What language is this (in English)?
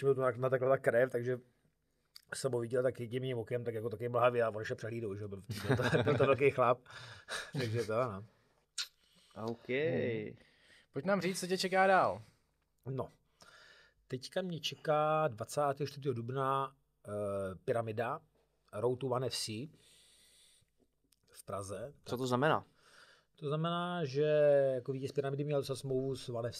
Czech